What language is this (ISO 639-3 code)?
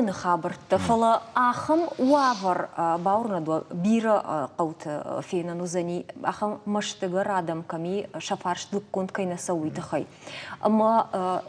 oss